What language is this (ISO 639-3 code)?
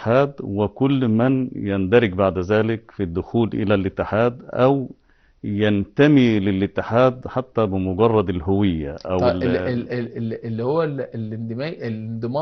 arz